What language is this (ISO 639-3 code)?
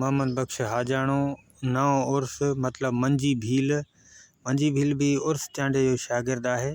snd